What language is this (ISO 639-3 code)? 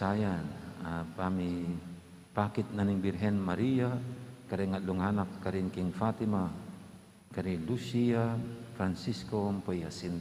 pam